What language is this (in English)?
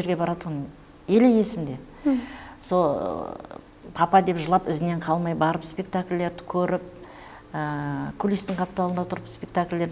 Kara-Kalpak